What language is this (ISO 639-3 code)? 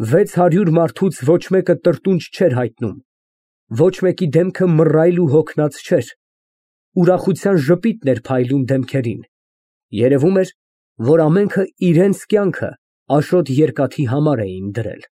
hye